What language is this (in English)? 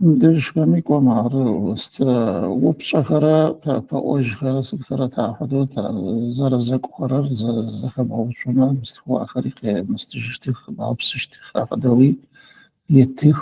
Adyghe